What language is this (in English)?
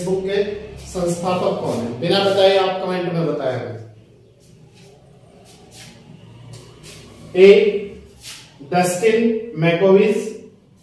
Hindi